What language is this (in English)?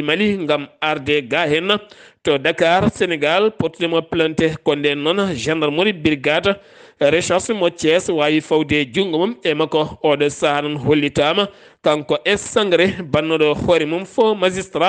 Fula